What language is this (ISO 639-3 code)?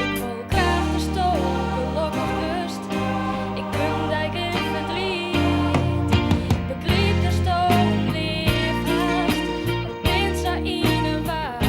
fry